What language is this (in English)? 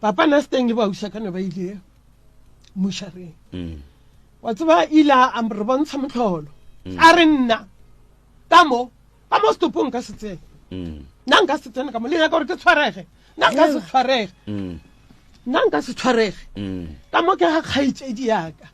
Northern Sotho